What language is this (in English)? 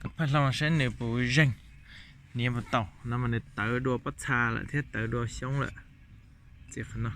Hmong